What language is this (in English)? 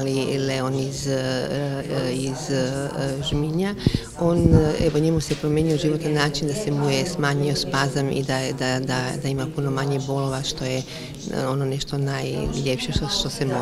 Croatian